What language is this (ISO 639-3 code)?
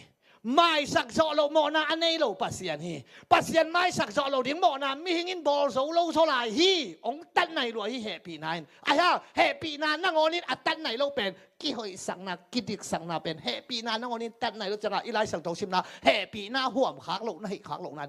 ctd